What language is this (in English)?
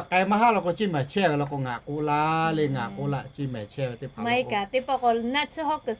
Lahu